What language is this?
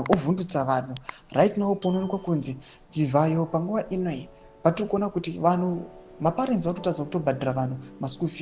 Shona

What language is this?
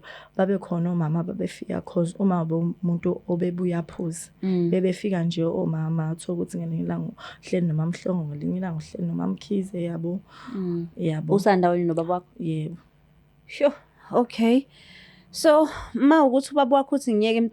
Zulu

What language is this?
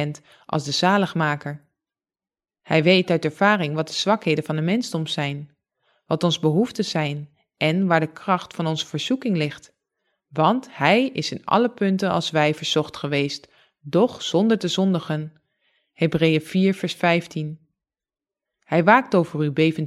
Dutch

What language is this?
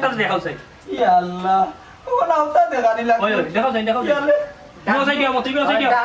Sylheti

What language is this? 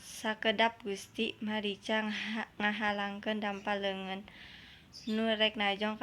Sundanese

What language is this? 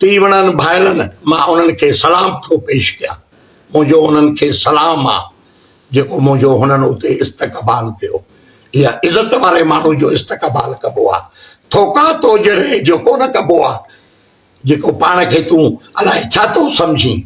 Sindhi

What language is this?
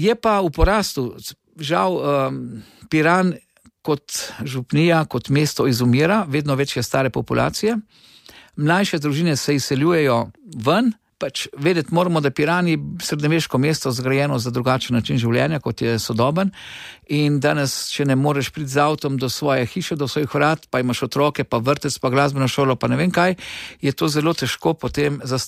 Slovenian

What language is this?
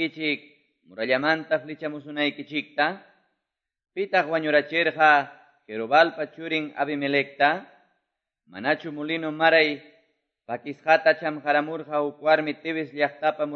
Quechua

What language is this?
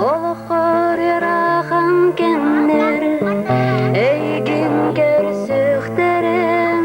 Yakut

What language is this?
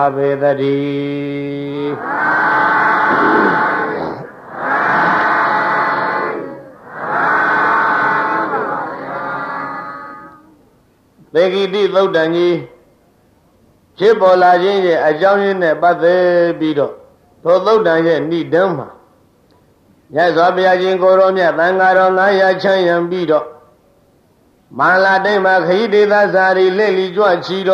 Burmese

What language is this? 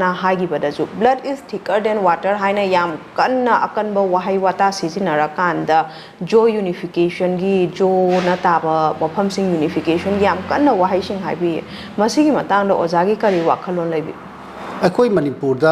Manipuri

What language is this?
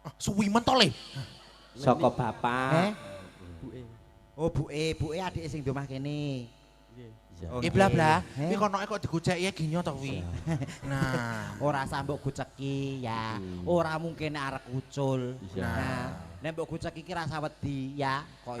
Javanese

